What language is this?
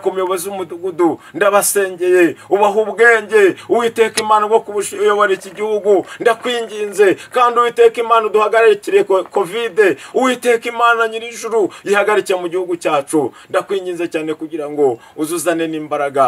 Kinyarwanda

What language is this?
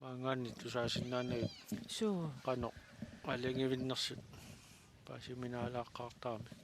Kalaallisut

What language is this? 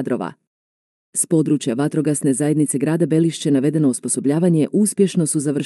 Croatian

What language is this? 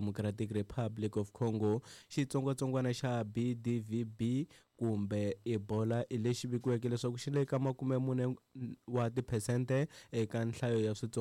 Tsonga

